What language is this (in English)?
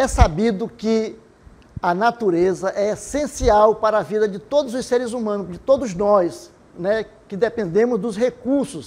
Portuguese